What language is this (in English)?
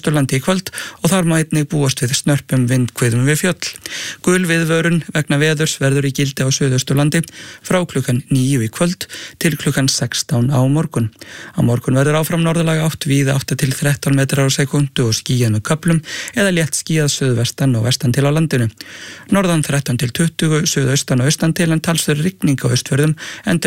Icelandic